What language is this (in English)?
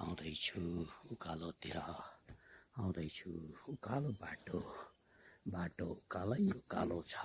Nepali